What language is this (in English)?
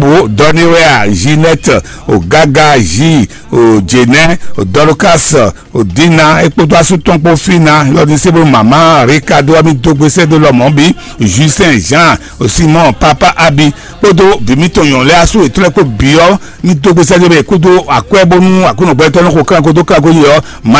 Fon